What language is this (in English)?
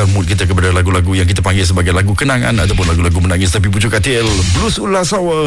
Malay